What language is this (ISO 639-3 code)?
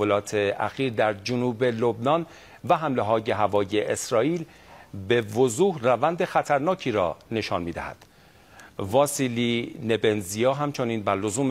fas